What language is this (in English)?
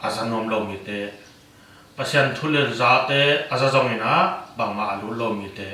Tedim Chin